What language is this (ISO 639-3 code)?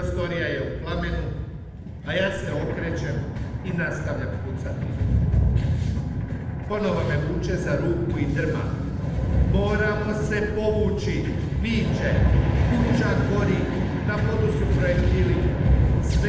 hrv